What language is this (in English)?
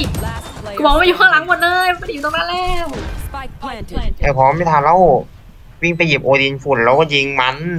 Thai